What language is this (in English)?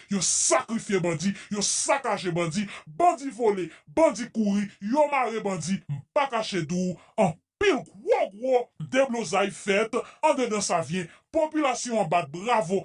Haitian Creole